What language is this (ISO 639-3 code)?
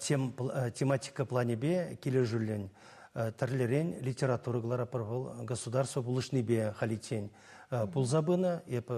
chv